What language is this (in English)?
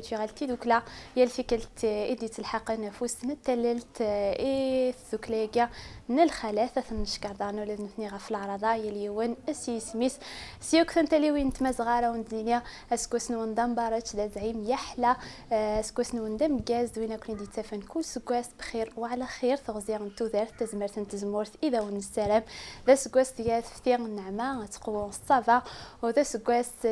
Kabyle